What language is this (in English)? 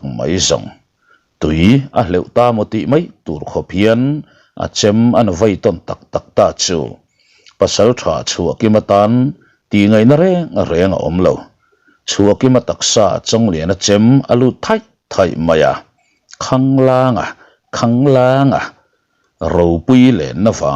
Mizo